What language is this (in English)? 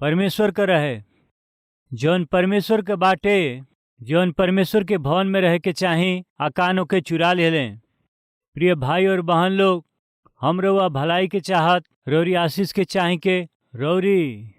Bhojpuri